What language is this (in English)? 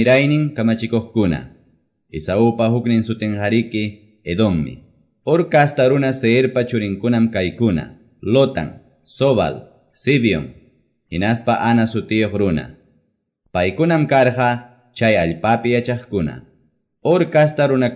Quechua